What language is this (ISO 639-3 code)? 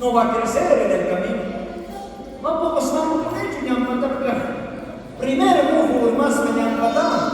quh